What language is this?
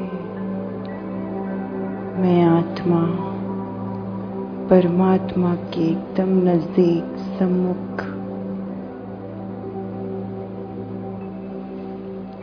Hindi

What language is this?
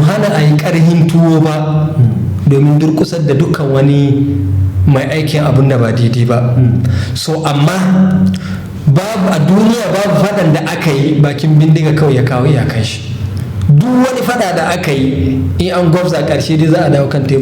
Hausa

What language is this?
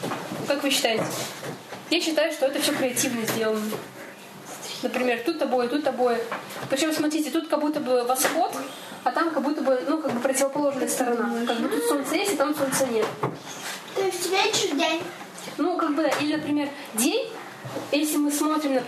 Russian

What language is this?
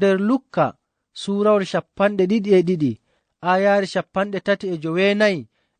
Fula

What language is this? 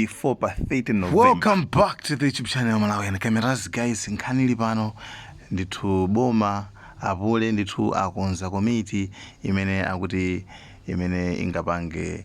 Nyanja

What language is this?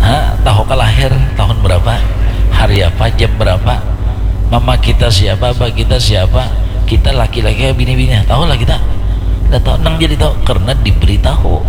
Banjar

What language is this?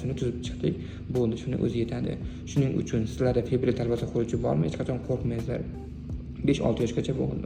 Uzbek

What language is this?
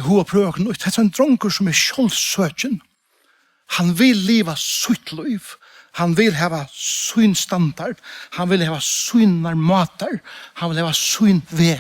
Faroese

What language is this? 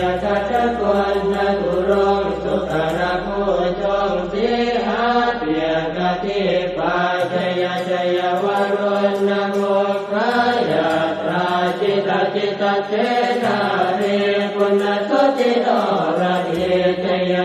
Pali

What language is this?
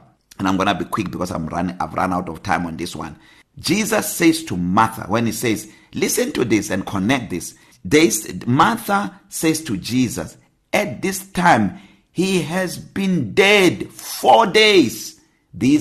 English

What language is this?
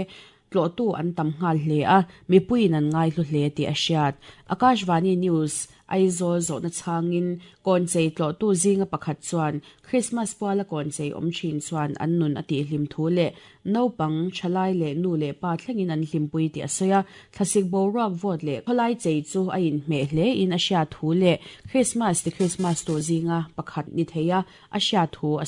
Mizo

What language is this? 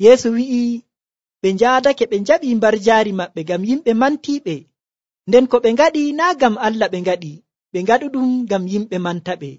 Nigerian Fulfulde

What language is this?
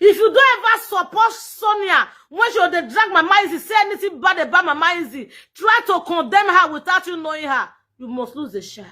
Nigerian Pidgin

